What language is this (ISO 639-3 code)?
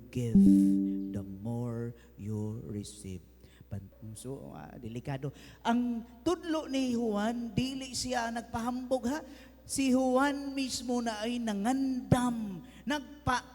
ceb